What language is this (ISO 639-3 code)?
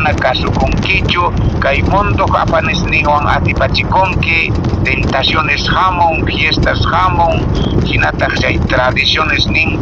que